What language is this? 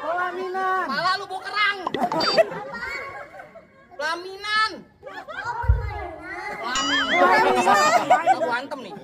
Betawi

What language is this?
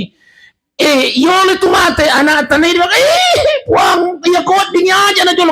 Buginese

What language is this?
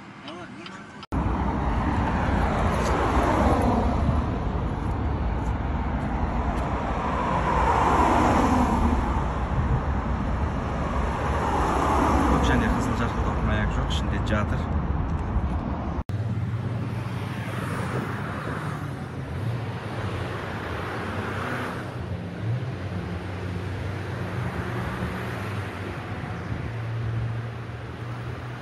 Kazakh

